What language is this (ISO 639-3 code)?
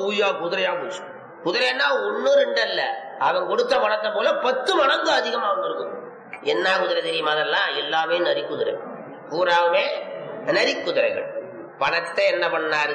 tam